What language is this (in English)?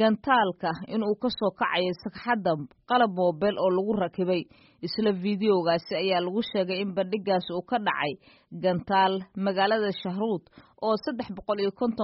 Somali